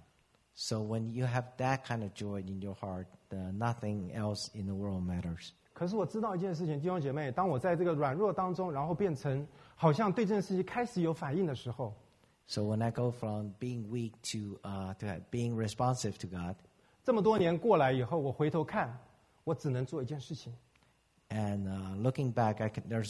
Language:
Chinese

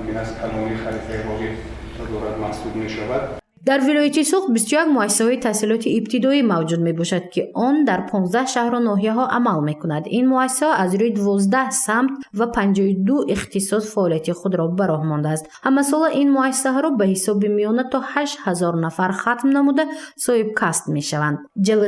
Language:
Tajik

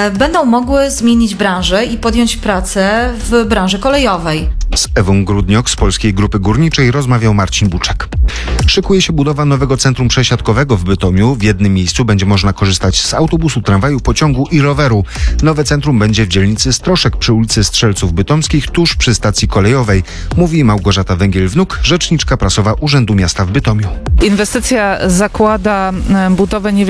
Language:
Polish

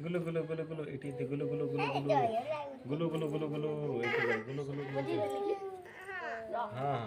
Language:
Santali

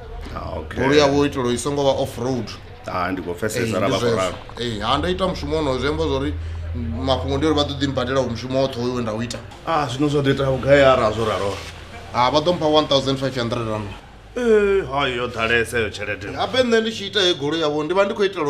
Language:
Venda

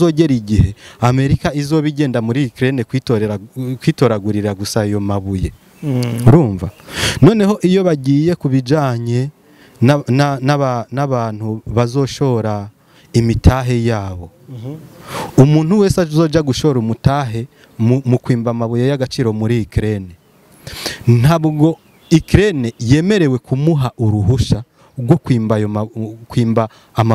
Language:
Rundi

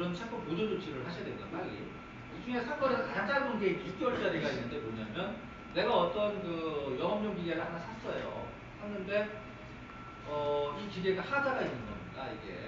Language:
Korean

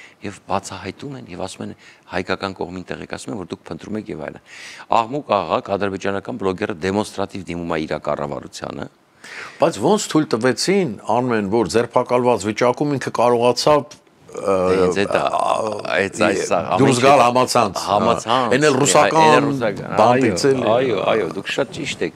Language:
Armenian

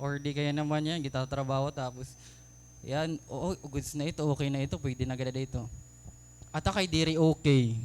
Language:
Waray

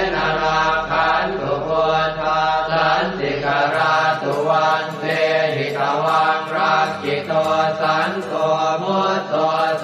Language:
Pali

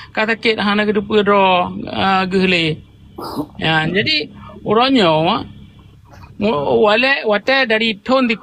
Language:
Achinese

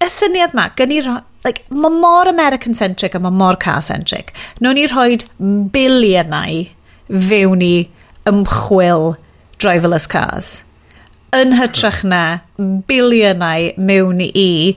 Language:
Welsh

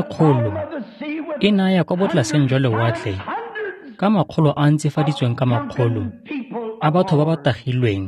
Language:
Tswana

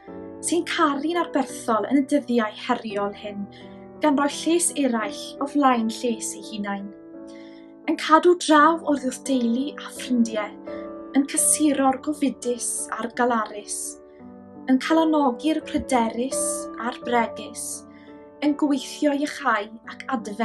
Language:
Welsh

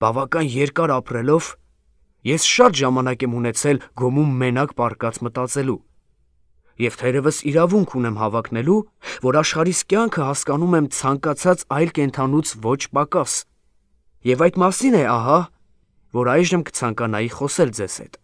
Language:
Armenian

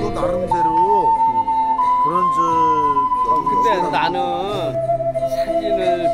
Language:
Korean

